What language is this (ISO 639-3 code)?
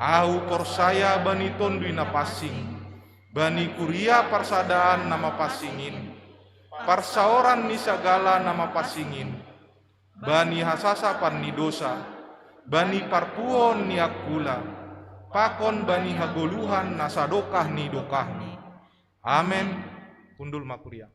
bts